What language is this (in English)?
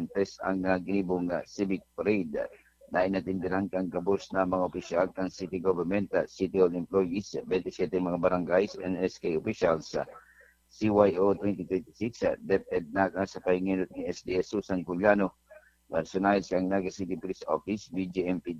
Bikol